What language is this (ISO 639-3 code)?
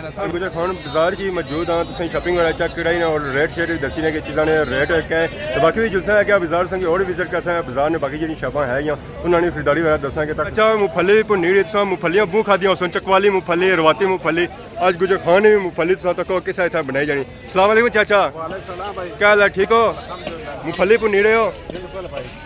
phr